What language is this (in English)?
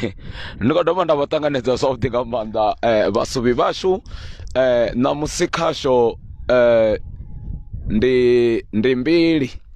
Venda